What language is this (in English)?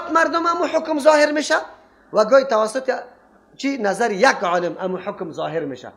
Persian